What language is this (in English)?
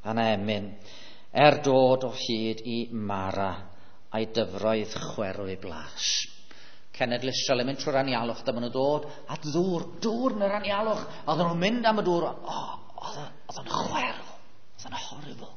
Welsh